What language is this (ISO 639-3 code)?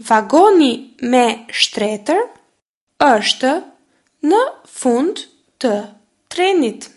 sqi